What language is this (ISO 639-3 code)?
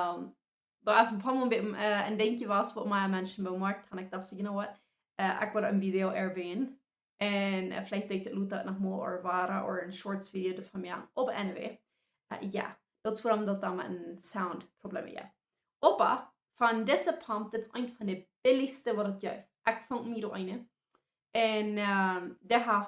pdt